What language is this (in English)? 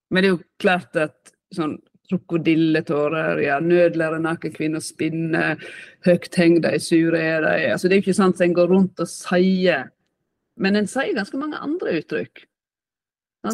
Norwegian